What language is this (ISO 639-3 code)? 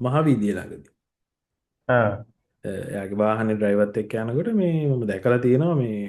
sin